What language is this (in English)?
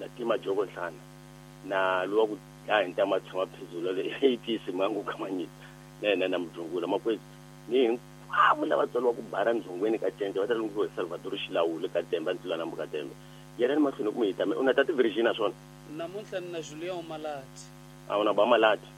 Tsonga